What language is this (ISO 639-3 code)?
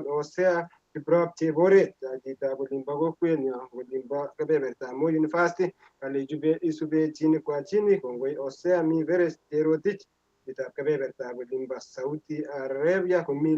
kln